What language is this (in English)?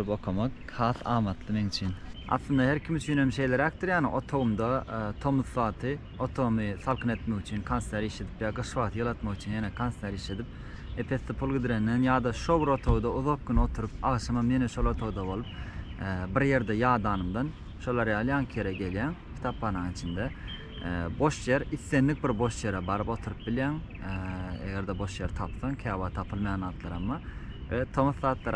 Turkmen